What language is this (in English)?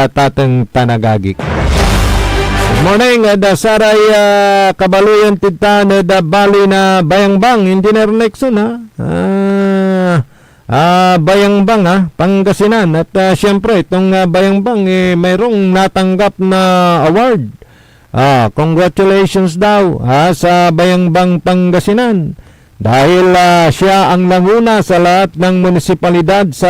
Pangasinan